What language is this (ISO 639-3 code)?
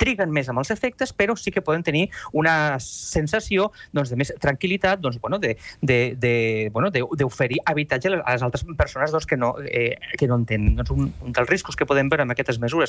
cat